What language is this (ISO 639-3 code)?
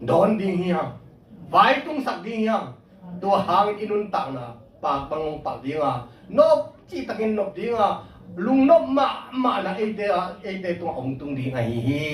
ctd